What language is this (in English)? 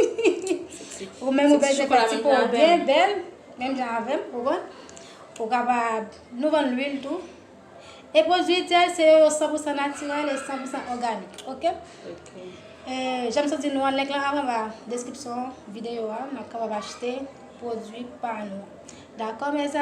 Haitian Creole